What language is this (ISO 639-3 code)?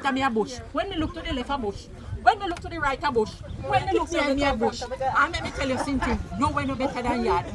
jam